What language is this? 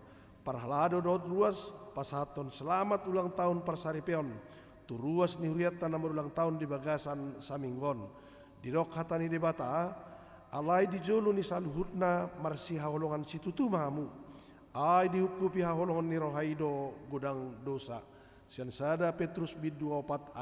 Batak Toba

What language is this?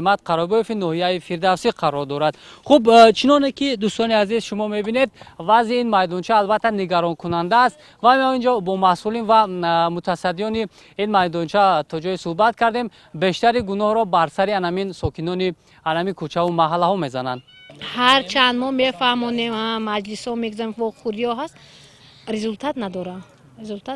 Tajik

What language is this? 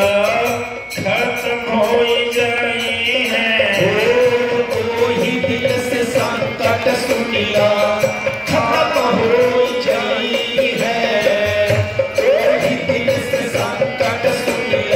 Bhojpuri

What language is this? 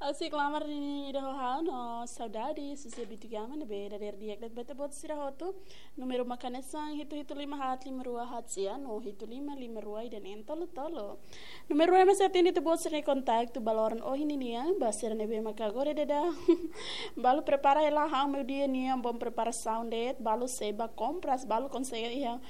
Tetum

